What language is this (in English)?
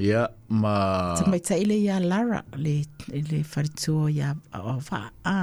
Samoan